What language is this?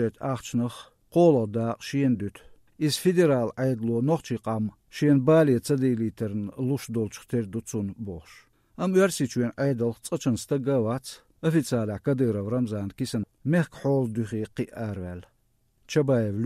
Chechen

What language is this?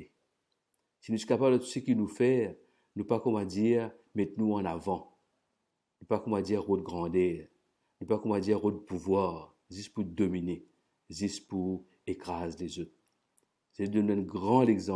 Morisyen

